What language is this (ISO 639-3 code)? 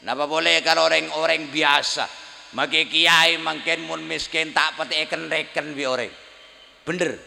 mad